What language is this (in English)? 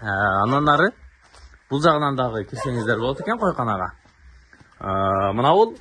Kyrgyz